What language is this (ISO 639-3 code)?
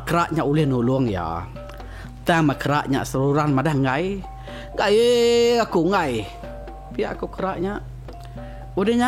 iba